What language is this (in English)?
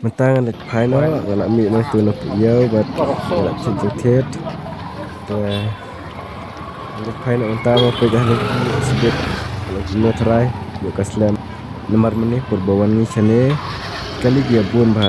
Khasi